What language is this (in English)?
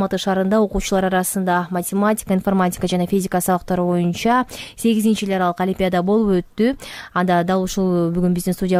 Kyrgyz